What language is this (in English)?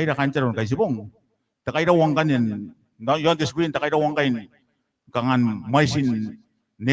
Gilbertese